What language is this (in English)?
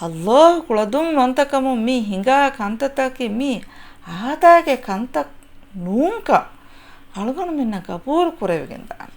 Divehi